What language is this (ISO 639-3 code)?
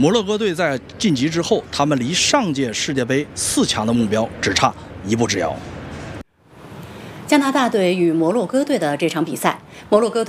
zho